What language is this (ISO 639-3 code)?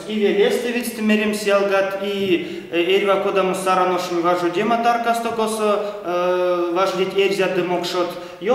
myv